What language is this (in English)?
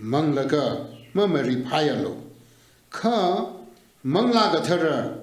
Tangkhul Naga (India)